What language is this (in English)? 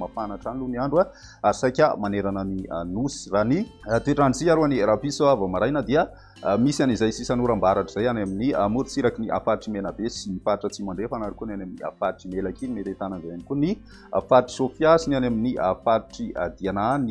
Malagasy